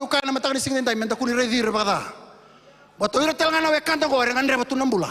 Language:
Fijian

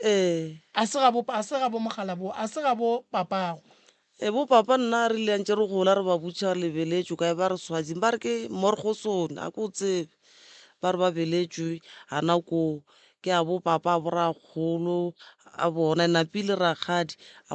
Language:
Northern Sotho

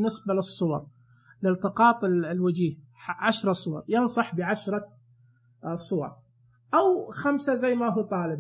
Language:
Najdi Arabic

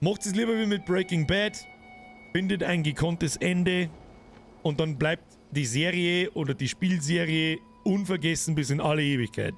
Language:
Bavarian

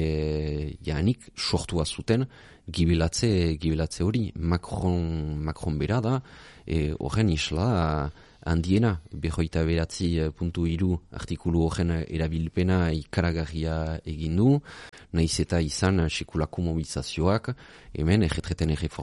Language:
Basque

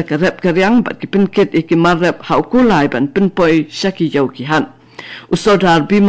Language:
Khasi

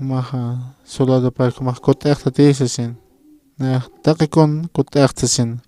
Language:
Aymara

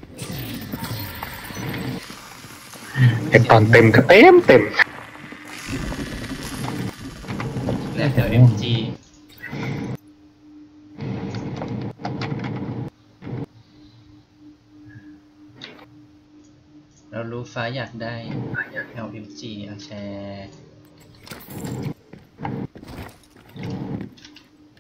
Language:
Thai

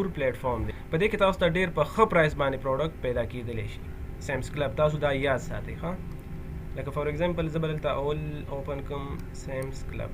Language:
Pashto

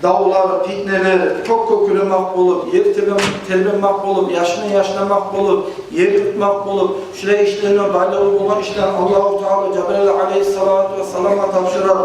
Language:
Kumyk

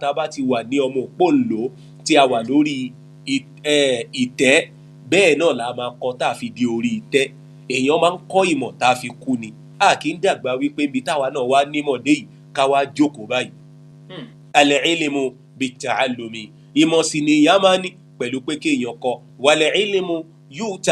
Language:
Yoruba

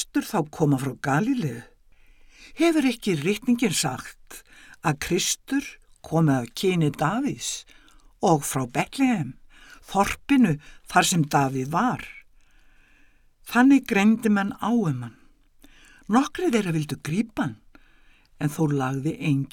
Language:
Icelandic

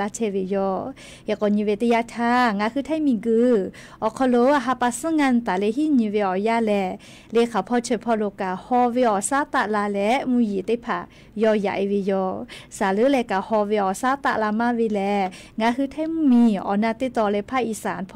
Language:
Lahu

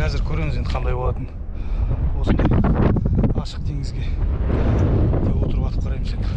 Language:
Kazakh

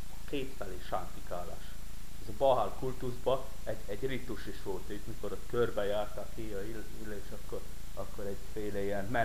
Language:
Hungarian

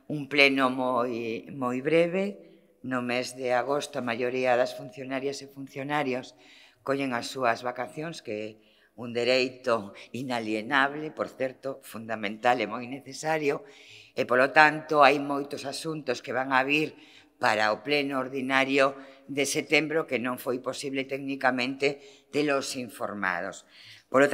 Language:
Galician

